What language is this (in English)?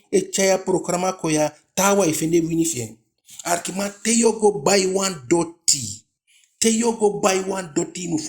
Eastern Maroon Creole